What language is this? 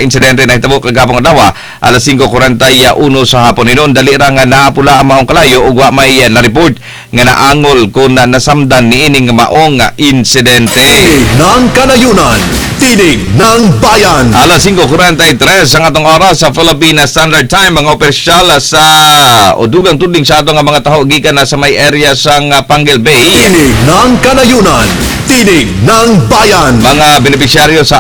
Cebuano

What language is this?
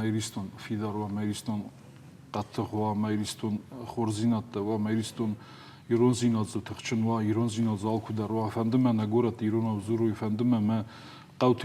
Ossetic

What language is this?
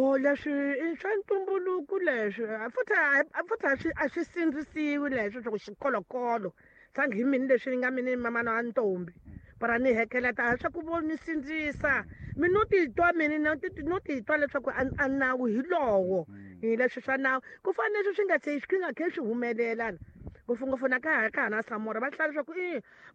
Tsonga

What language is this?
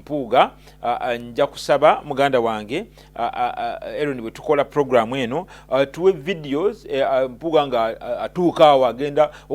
Ganda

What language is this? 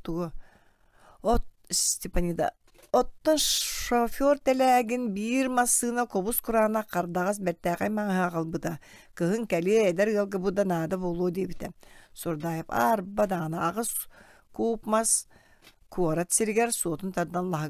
Yakut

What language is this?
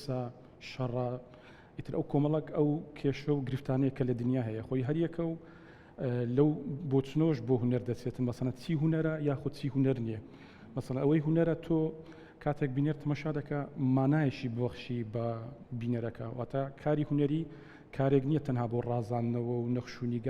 Central Kurdish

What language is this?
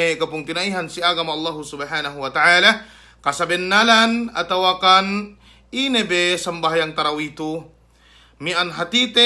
Yakan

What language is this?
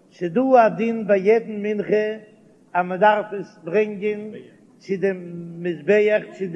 Yiddish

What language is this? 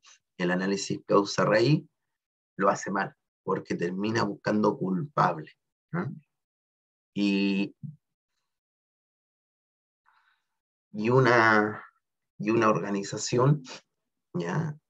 Spanish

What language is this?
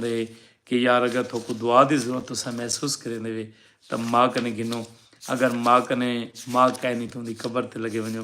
Saraiki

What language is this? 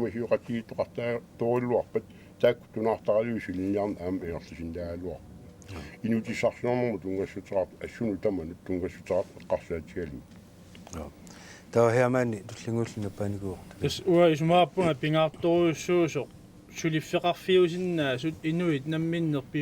Kalaallisut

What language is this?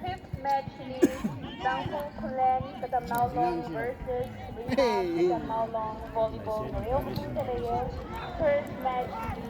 Tangkhul Naga (India)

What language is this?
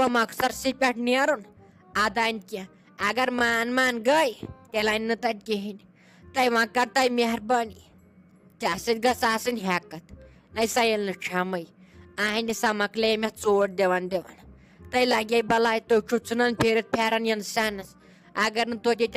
Kashmiri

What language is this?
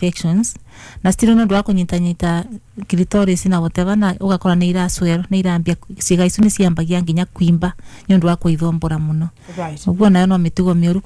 Kikuyu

